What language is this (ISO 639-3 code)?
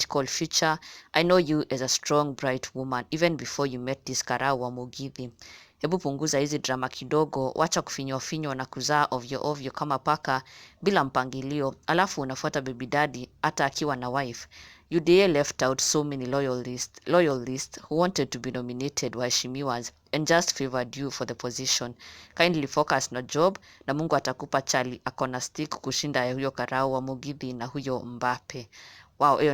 kik